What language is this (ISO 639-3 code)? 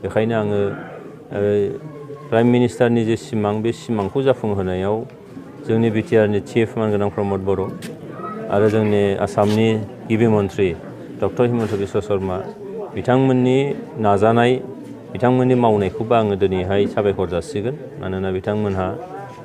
brx